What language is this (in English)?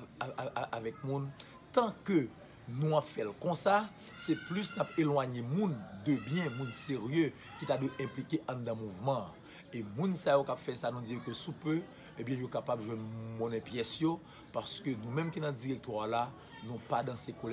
Haitian Creole